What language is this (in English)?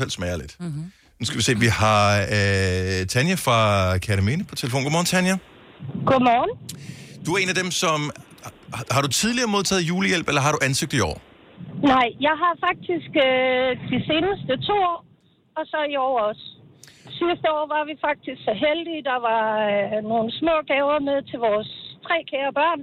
Danish